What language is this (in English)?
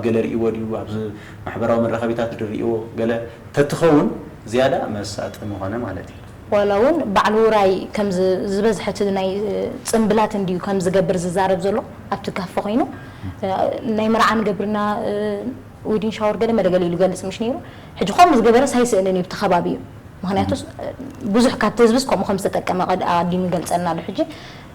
Tigrinya